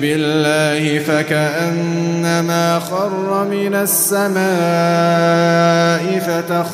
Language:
Arabic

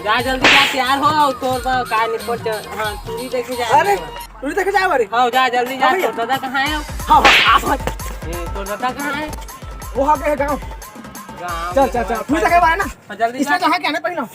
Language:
Chhattisgarhi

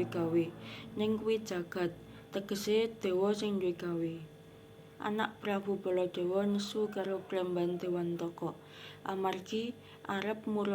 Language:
Javanese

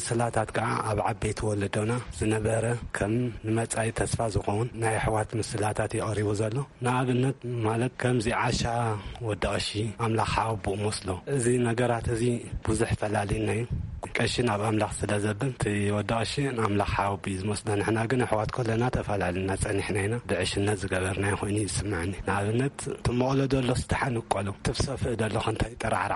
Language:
Tigrinya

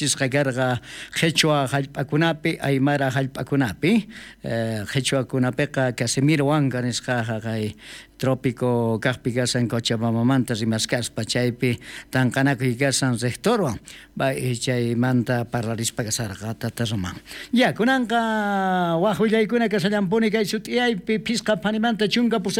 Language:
South Bolivian Quechua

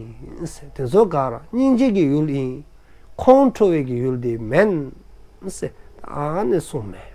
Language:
Dzongkha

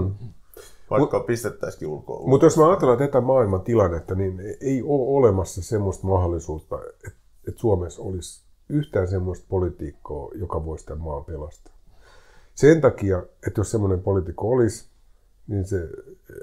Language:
Finnish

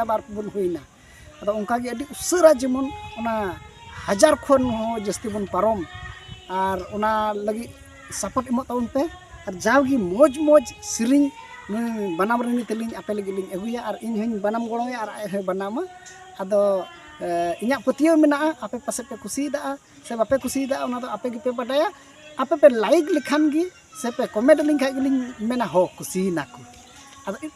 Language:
Santali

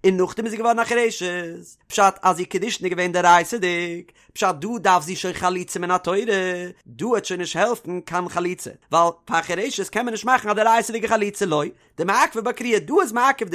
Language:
Yiddish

